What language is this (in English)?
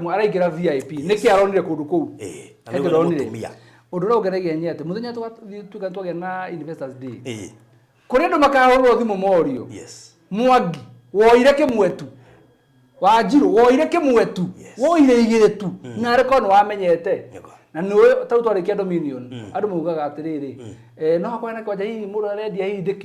Kikuyu